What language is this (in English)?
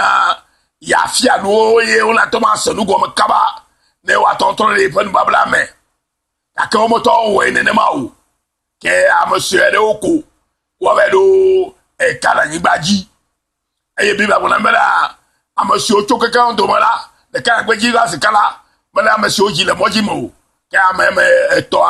Ewe